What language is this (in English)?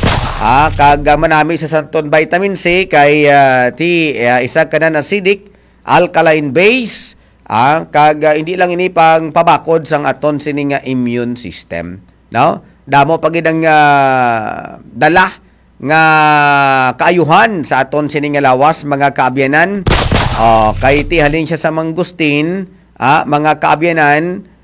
Hiligaynon